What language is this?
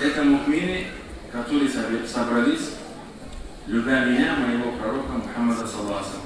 Kumyk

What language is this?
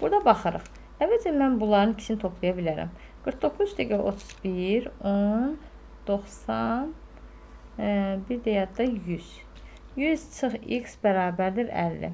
Azerbaijani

